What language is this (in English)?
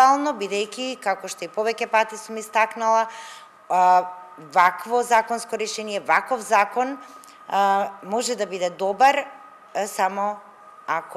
Macedonian